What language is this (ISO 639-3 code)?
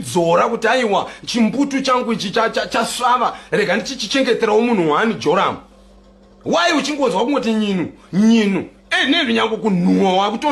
sna